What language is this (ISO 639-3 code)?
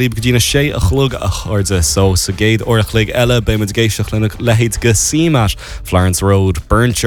gle